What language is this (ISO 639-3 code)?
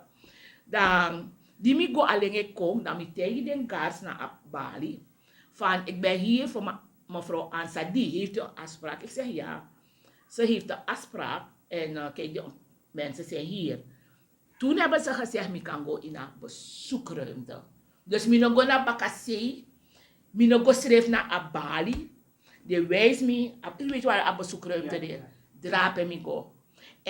srn